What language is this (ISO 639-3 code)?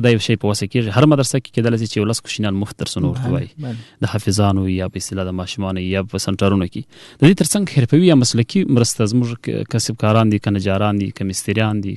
pus